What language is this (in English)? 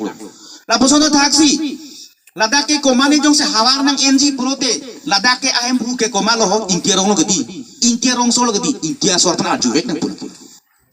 Karbi